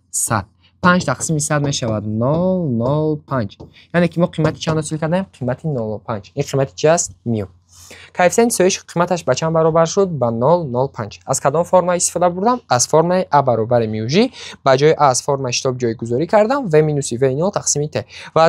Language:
Tajik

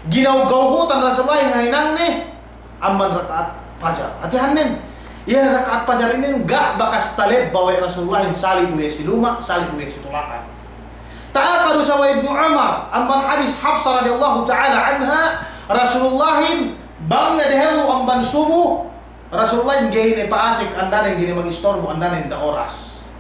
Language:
Yakan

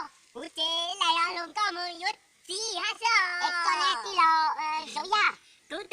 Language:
Hmong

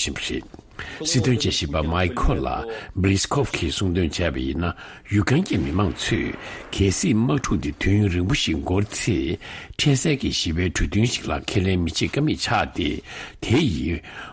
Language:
Tibetan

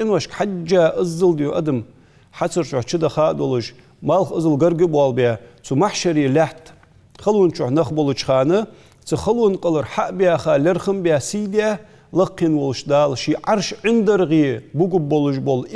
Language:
Ingush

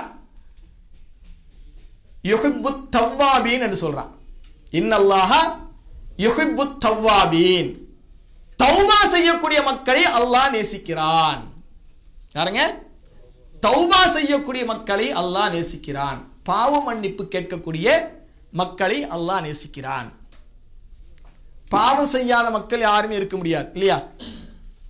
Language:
Tamil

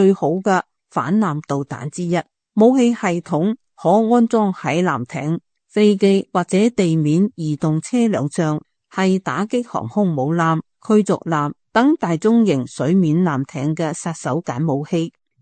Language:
Cantonese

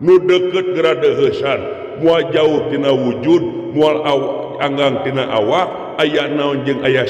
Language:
Sundanese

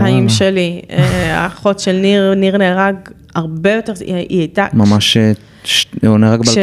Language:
Hebrew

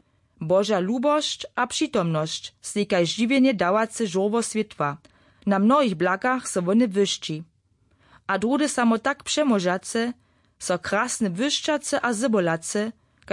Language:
Upper Sorbian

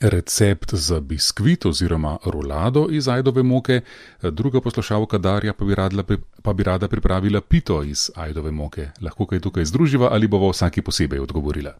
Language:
Slovenian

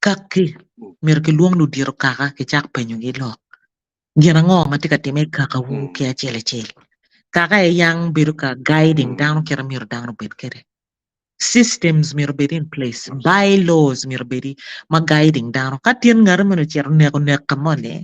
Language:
Acoli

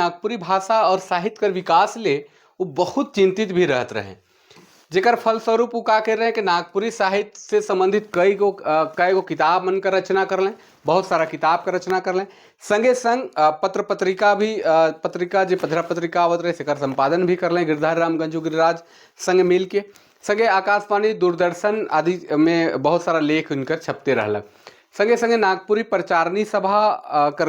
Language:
Sadri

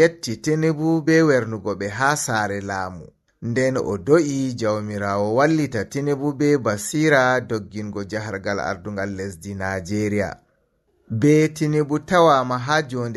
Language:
Fula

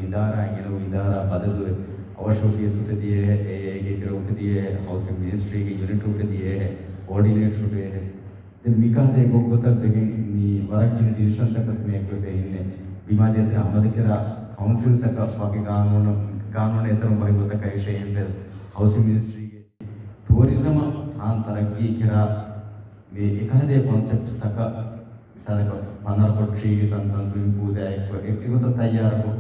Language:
Divehi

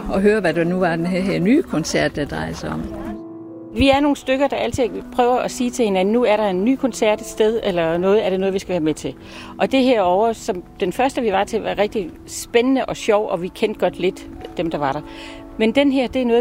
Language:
Danish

